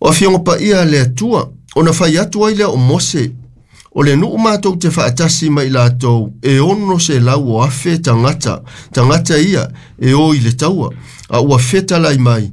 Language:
Samoan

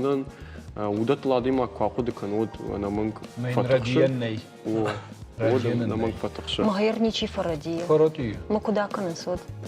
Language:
Ossetic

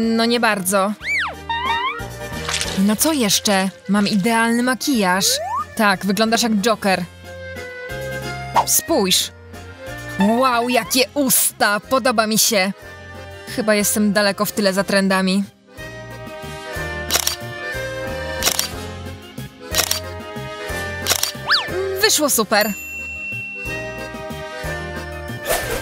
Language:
Polish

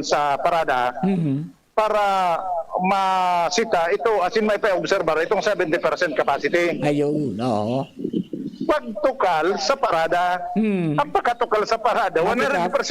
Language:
Bikol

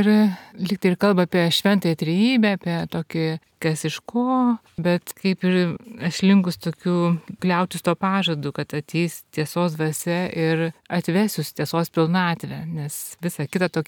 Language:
Lithuanian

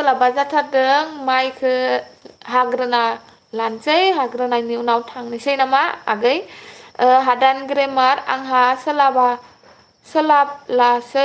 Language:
Bodo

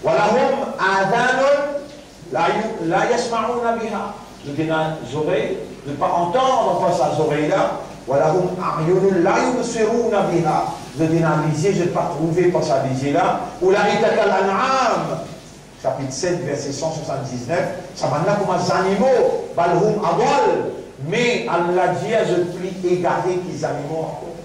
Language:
Morisyen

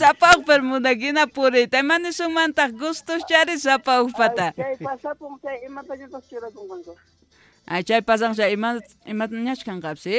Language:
South Bolivian Quechua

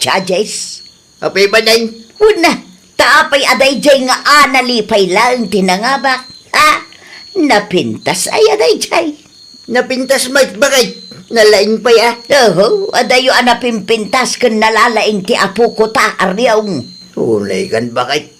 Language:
Iloko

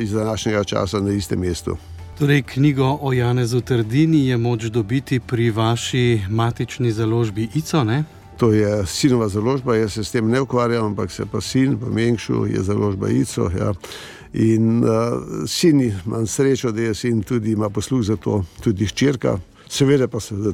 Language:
Slovenian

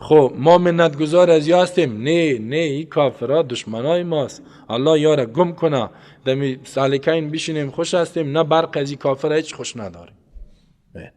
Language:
Persian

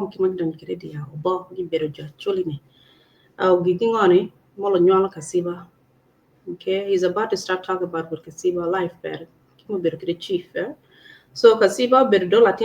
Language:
Acoli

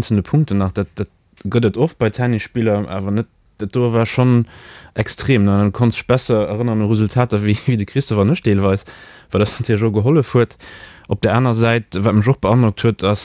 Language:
Luxembourgish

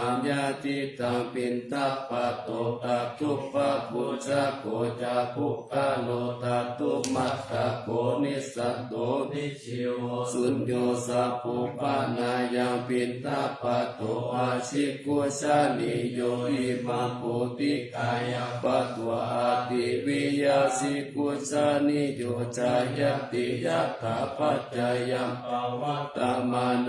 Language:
Pali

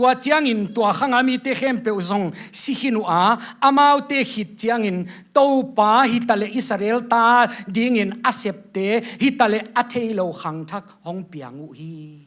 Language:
Tedim Chin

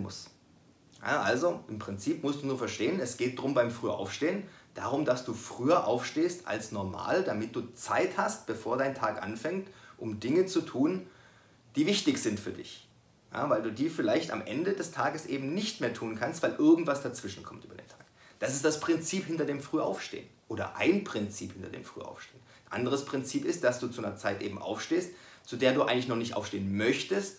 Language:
German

